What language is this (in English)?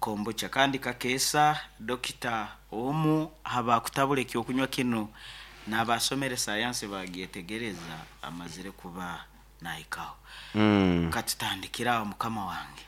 Nyankole